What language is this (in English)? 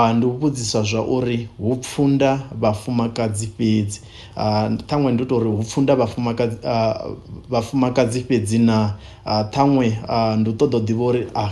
Venda